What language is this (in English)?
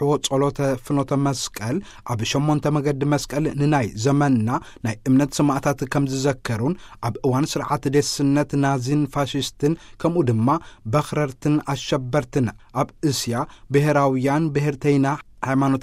Tigrinya